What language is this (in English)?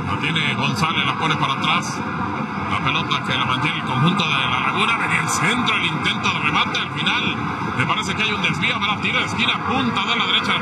Spanish